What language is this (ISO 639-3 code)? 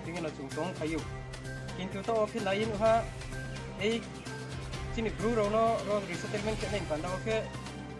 ria